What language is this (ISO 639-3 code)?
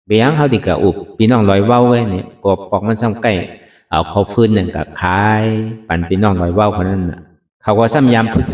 shn